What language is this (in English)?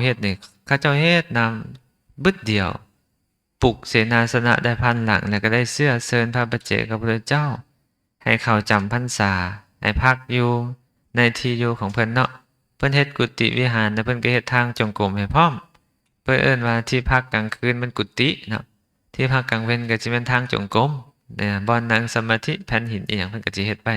Lao